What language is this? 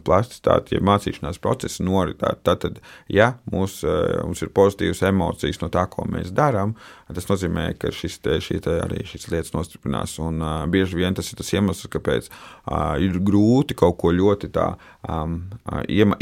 Latvian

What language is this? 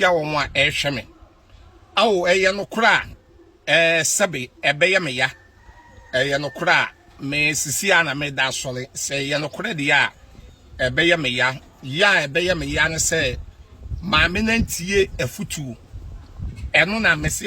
Akan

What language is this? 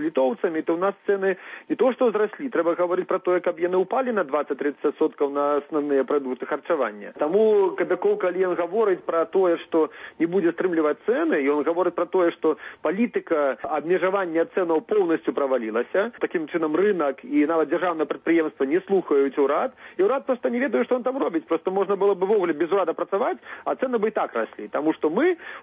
Belarusian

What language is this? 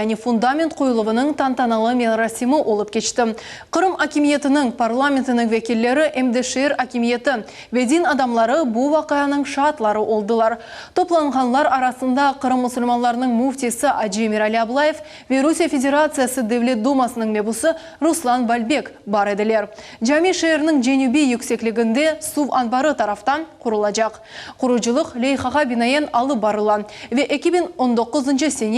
Crimean Tatar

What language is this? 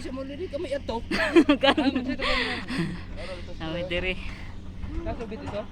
Cebuano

